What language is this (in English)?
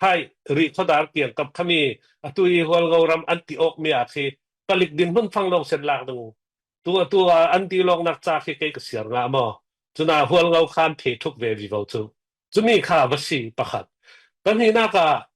Falam Chin